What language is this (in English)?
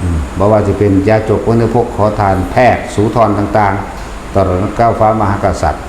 Northeastern Thai